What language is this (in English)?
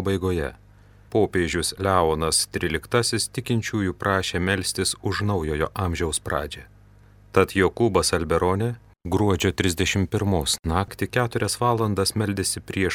Lithuanian